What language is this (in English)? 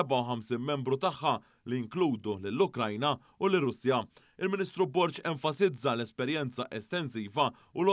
Maltese